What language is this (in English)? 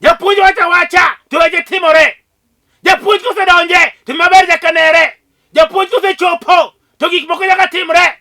Luo (Kenya and Tanzania)